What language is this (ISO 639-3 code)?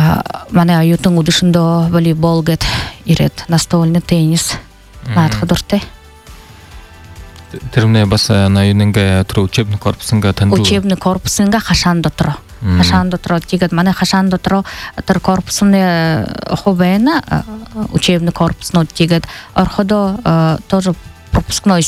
bua